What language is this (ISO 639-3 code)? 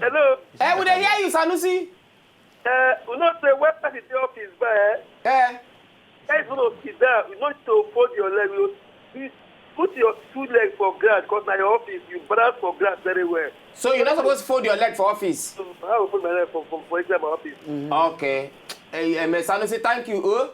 pcm